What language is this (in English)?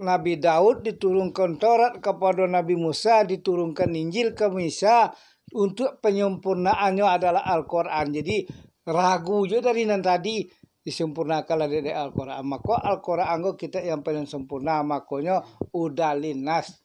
Minangkabau